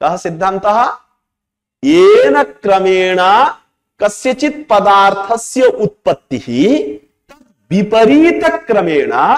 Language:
Sanskrit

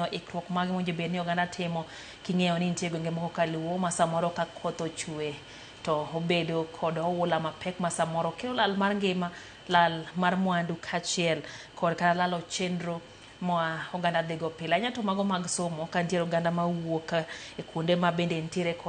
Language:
Luo (Kenya and Tanzania)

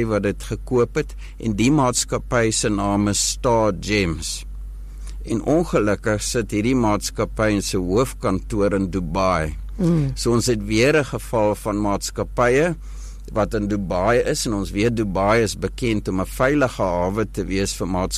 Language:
Afrikaans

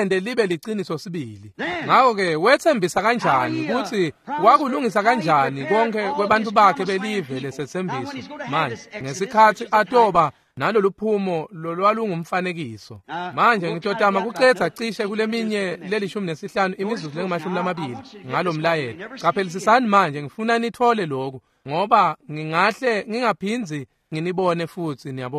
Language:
Swati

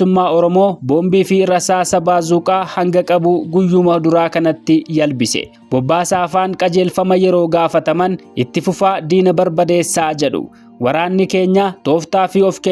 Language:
Oromo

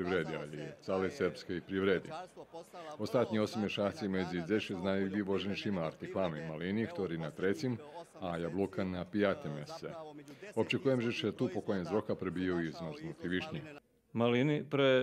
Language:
Rusyn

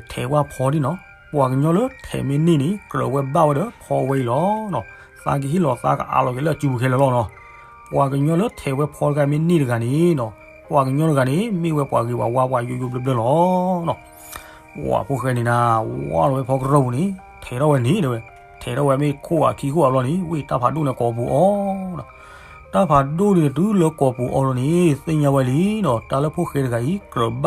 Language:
S'gaw Karen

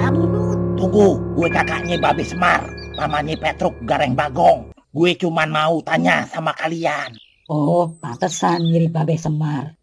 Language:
Betawi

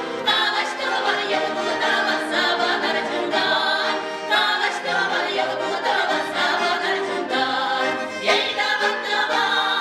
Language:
Chuvash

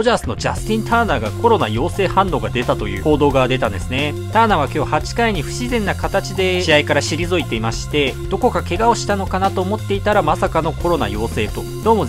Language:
Japanese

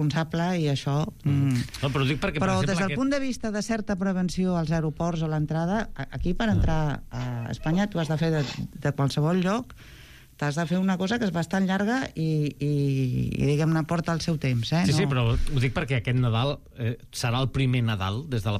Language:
Catalan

